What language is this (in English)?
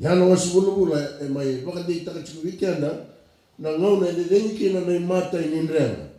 Fijian